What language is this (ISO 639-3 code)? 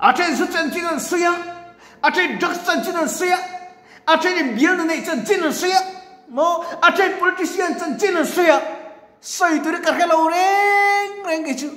lus